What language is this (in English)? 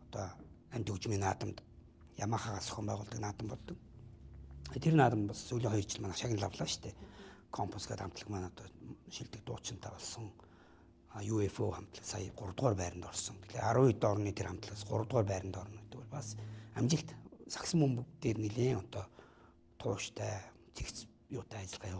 Mongolian